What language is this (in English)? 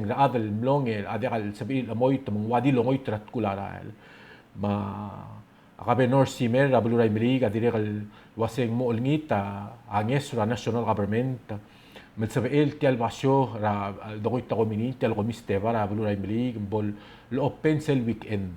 Palauan